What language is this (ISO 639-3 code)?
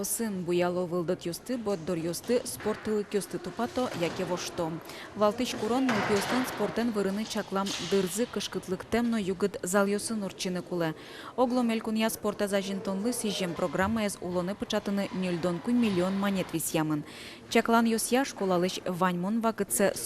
udm